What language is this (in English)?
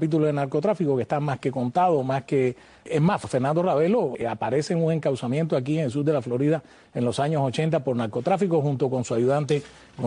Spanish